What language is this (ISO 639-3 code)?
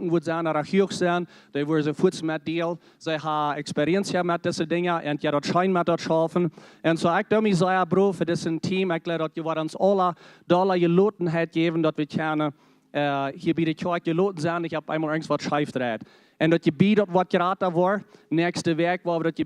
pdt